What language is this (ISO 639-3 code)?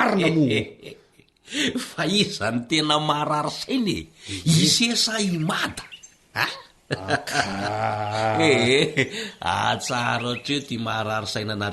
mlg